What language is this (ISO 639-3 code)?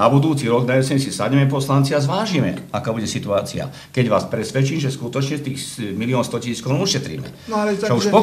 slk